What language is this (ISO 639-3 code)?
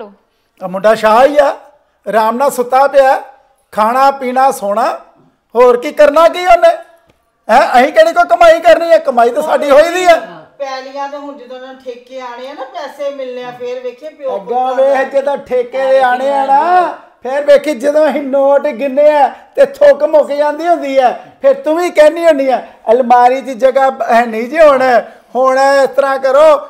pan